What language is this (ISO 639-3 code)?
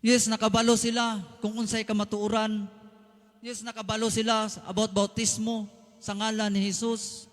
ceb